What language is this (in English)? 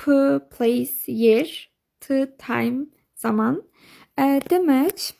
Azerbaijani